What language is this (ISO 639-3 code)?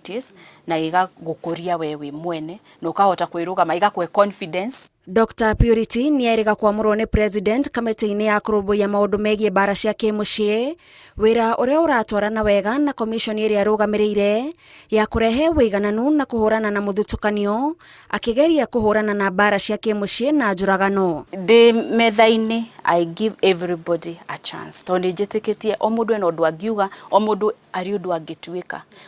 kik